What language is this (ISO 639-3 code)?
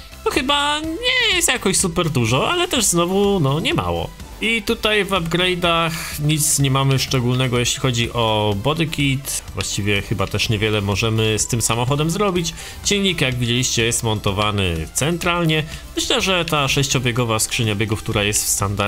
pol